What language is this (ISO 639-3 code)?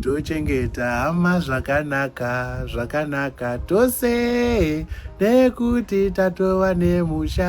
sna